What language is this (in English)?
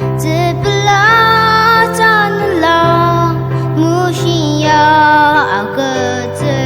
Ao Naga